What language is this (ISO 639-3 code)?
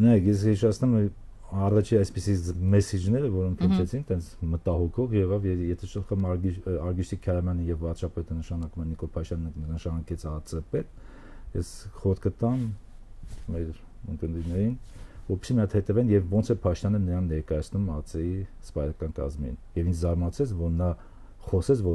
hye